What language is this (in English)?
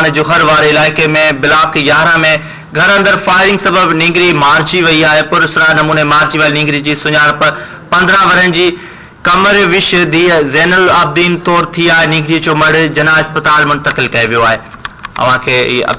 Sindhi